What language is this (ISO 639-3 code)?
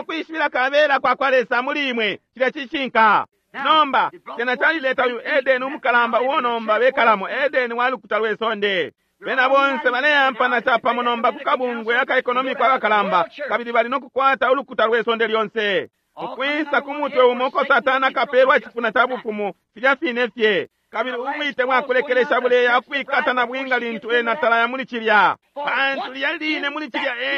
bem